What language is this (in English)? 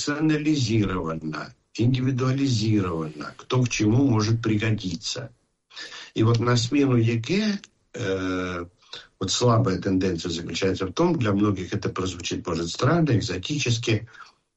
Russian